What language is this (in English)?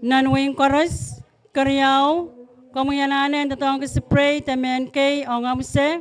Pohnpeian